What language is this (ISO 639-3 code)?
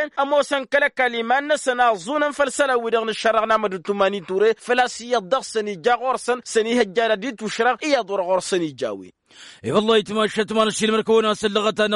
taq